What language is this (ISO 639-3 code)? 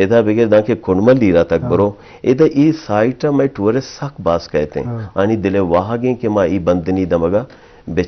bgp